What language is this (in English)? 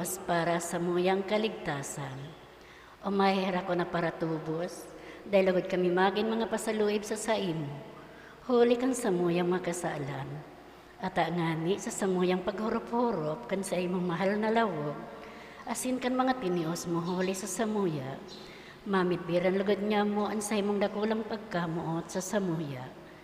Bikol